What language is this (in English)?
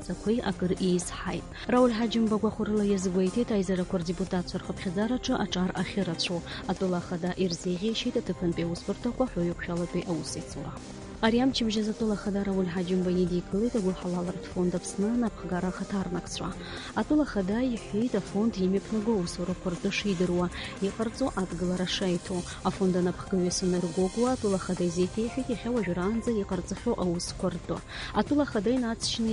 Abkhazian